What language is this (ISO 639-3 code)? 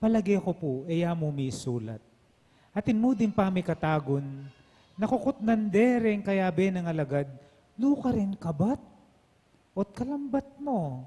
pam